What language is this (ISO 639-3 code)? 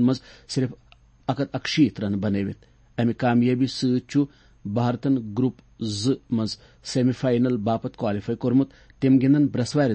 kas